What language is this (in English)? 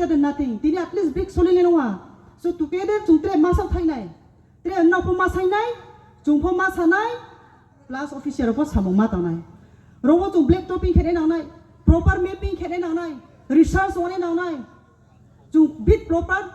Riang (India)